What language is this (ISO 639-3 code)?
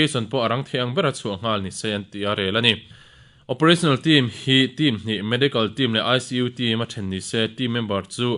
lus